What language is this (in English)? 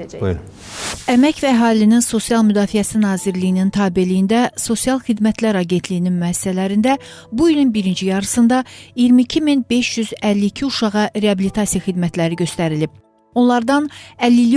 Azerbaijani